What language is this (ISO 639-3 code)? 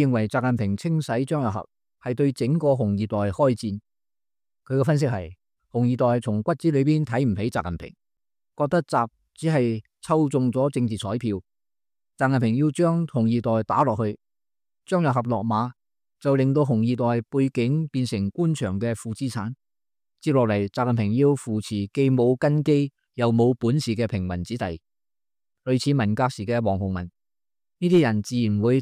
yue